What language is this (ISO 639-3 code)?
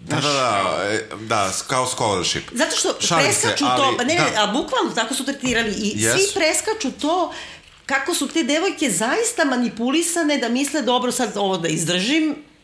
srp